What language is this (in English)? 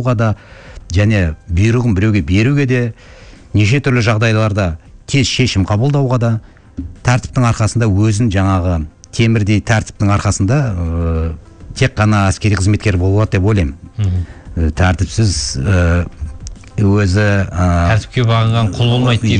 Kazakh